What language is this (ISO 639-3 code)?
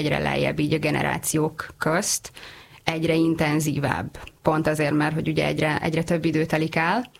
hun